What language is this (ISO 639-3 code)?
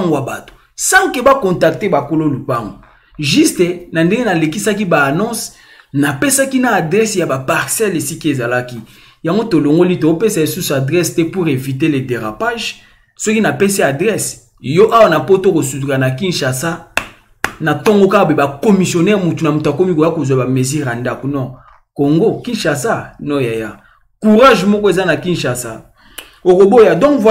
lin